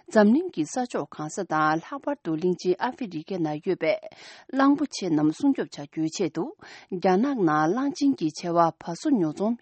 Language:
Tibetan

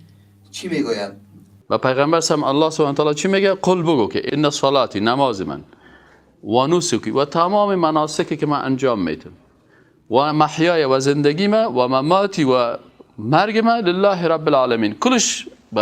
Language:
Persian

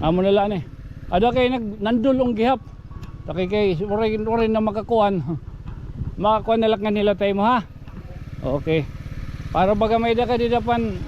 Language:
Waray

